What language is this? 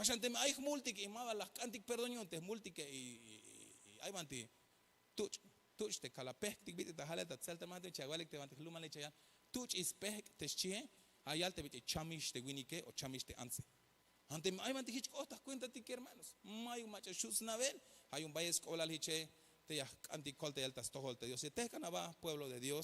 Tzeltal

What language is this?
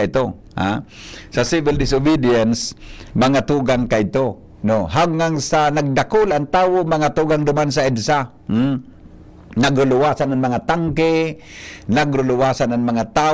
Bikol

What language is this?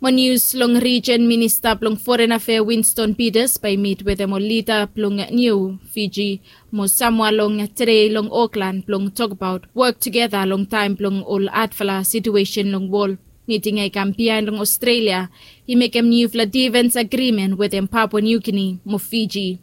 Bislama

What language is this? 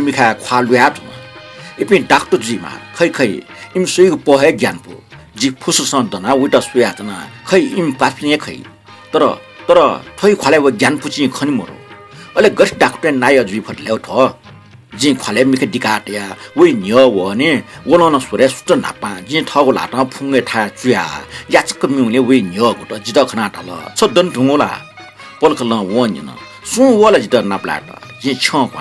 Newari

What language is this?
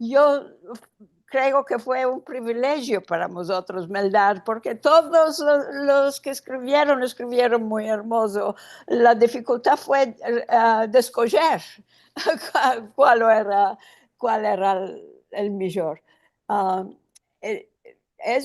Ladino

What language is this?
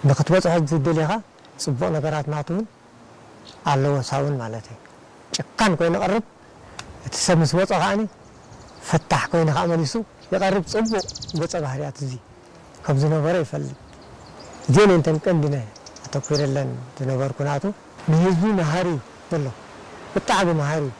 Tigrinya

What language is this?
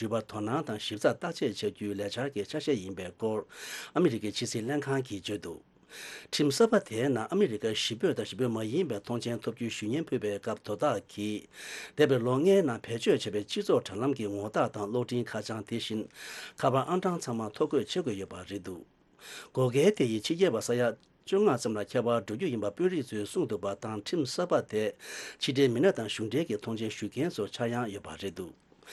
Tibetan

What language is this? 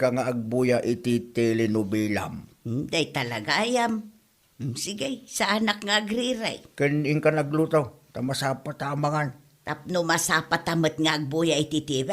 Iloko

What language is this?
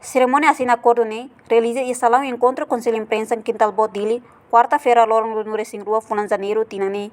Tetum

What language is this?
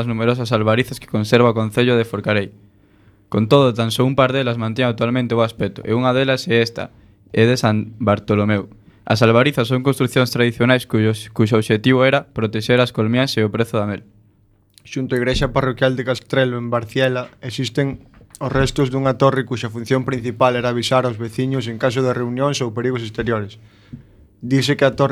Galician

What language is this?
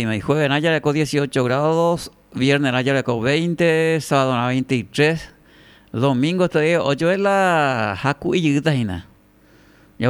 Guarani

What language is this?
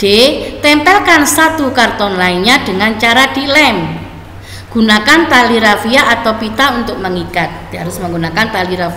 Indonesian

